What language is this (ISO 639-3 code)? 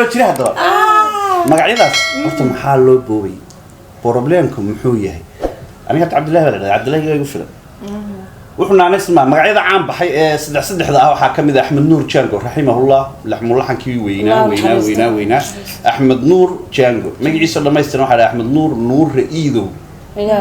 som